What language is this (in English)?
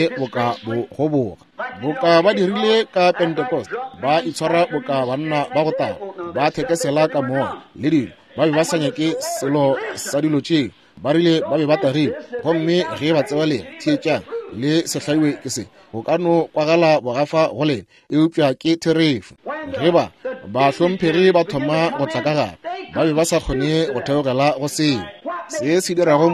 Northern Sotho